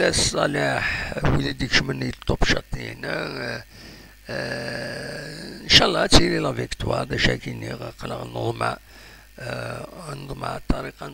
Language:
Kabyle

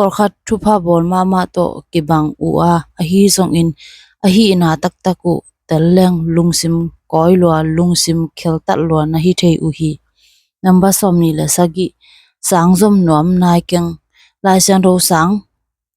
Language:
Tedim Chin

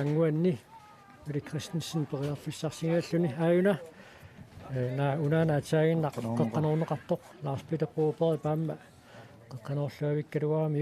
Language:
Kalaallisut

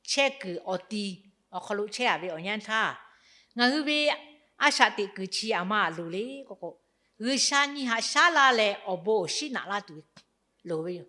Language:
Lahu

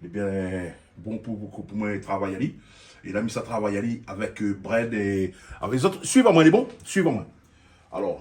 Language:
Réunion Creole French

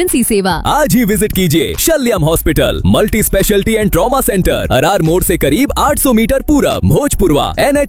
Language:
Hindi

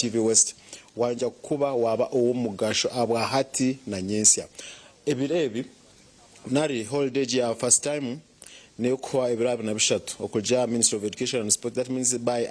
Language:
Nyankole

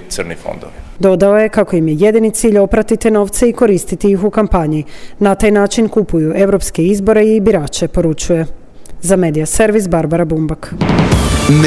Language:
Croatian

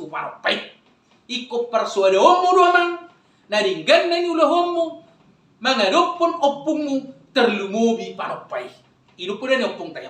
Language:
Batak Toba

